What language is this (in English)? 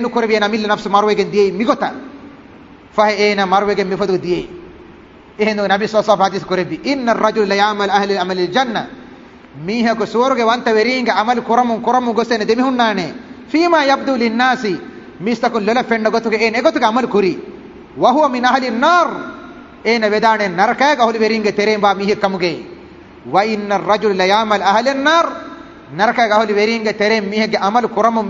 Divehi